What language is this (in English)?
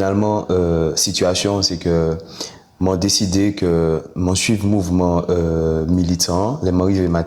Guadeloupean Creole French